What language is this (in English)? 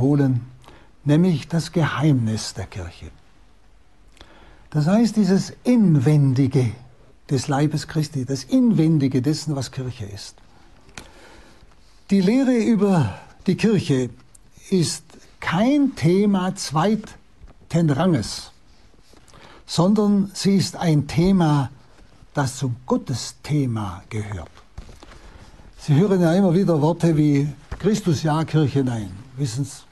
German